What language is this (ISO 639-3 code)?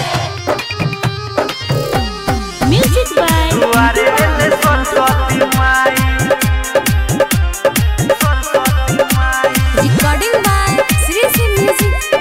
bho